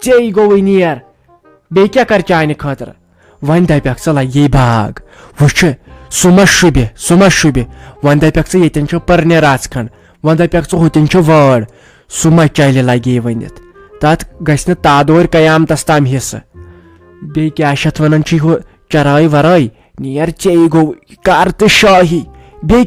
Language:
Kashmiri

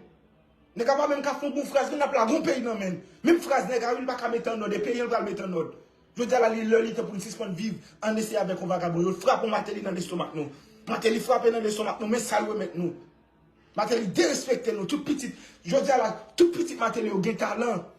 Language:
Haitian Creole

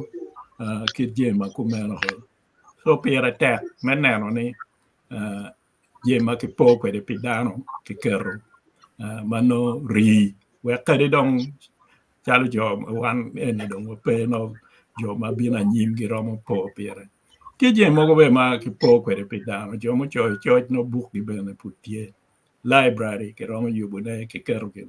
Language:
Acoli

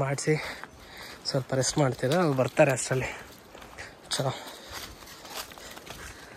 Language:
Kannada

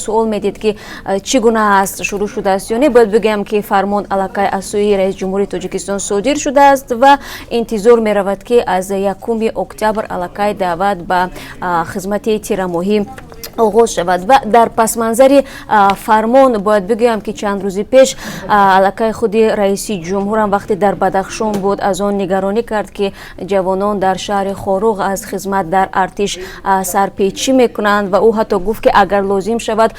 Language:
Tajik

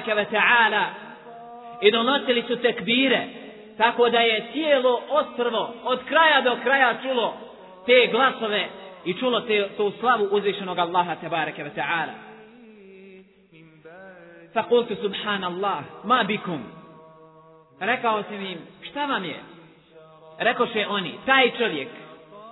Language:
Bosnian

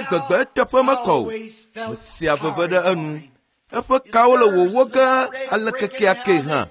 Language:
Ewe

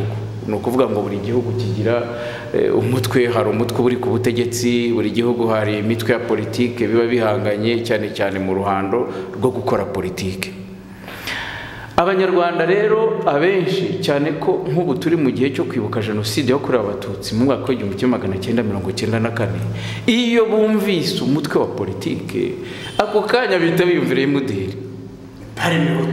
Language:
Kinyarwanda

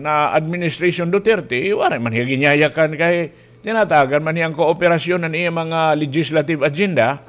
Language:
Waray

